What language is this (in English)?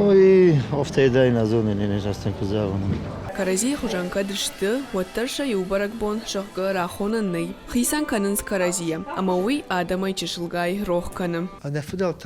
Ossetic